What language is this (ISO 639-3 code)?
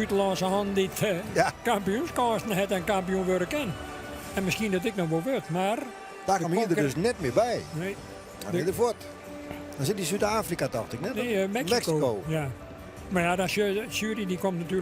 fry